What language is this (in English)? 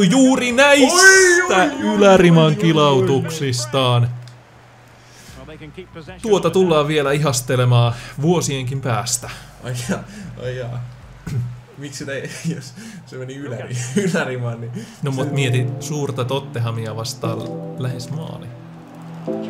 Finnish